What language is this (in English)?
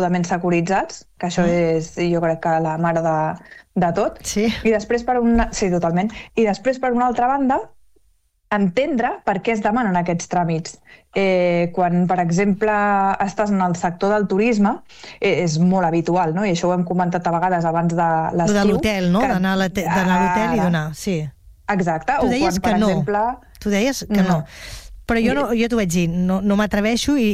Catalan